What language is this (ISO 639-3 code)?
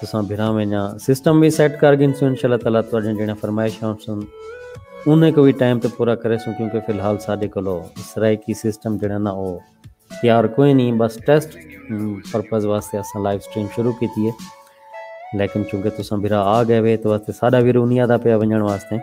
skr